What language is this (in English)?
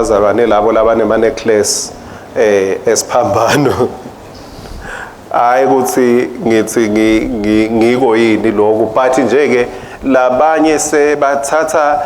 Swati